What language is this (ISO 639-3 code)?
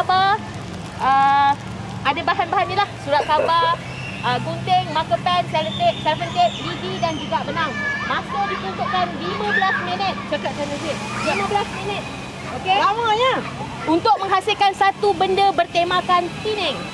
msa